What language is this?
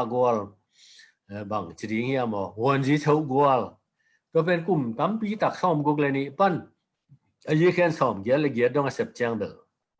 Tedim Chin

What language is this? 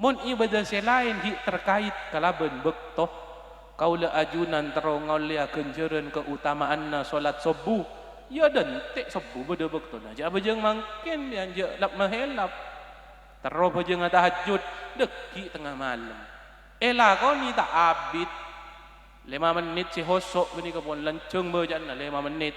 Madurese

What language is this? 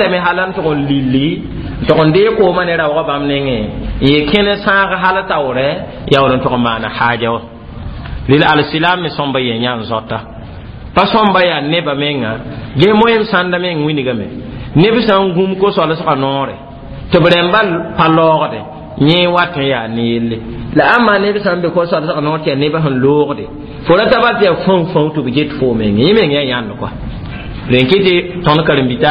Mossi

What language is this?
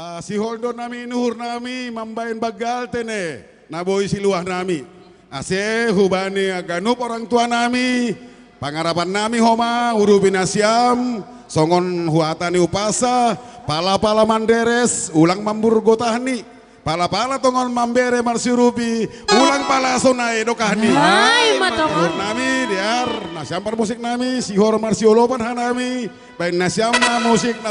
Batak Simalungun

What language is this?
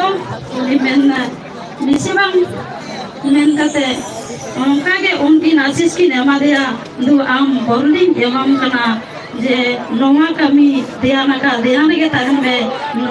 Santali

